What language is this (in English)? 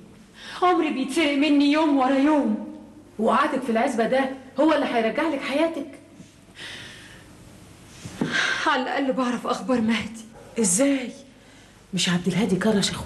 Egyptian Arabic